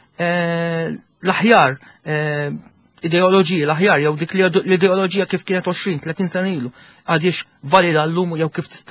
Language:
Maltese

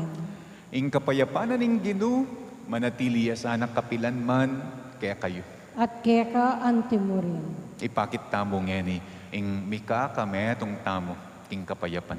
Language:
Pampanga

